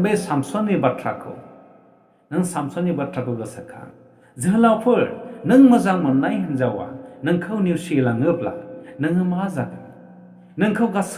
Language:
Bodo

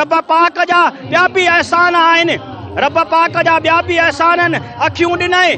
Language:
Sindhi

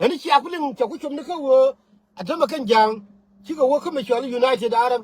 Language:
Nuer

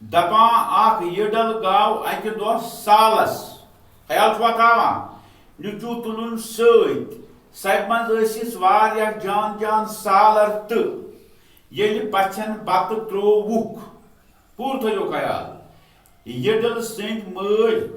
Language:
Kashmiri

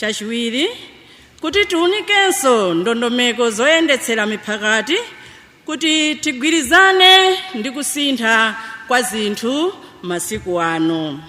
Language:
Nyanja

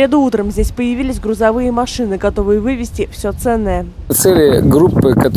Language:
Russian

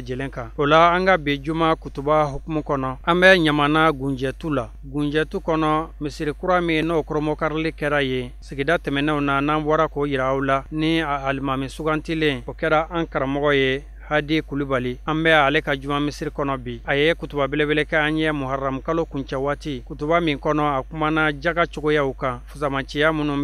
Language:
Bambara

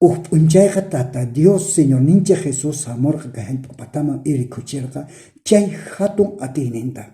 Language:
South Bolivian Quechua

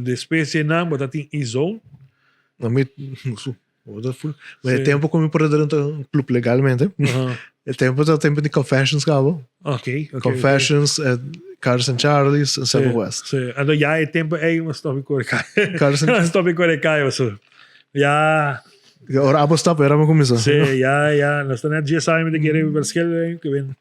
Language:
Papiamento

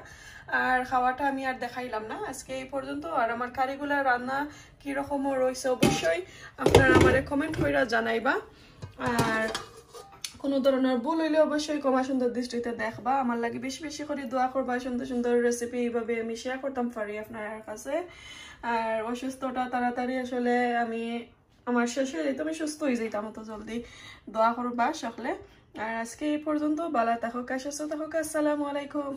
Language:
Sylheti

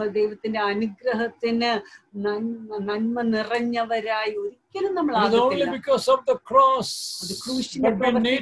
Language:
Malayalam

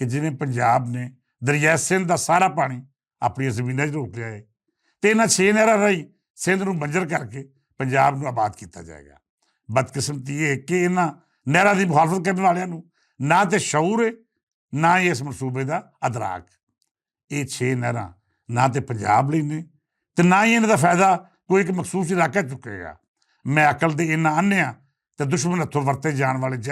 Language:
Western Panjabi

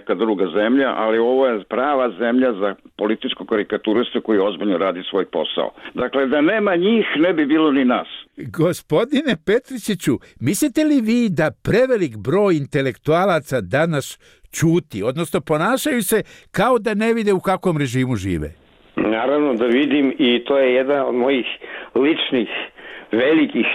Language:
Serbian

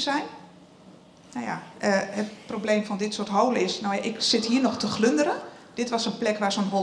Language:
Dutch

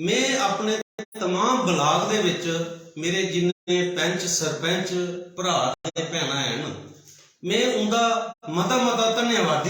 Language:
Dogri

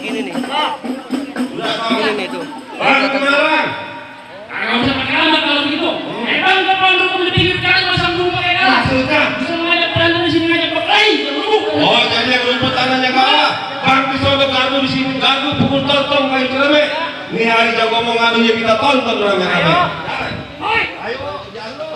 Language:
Betawi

